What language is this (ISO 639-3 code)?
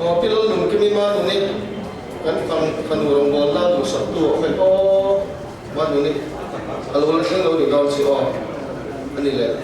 lus